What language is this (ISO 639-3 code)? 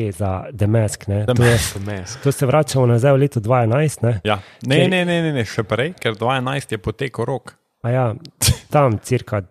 slv